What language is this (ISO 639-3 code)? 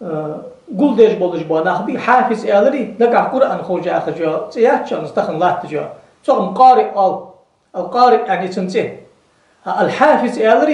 inh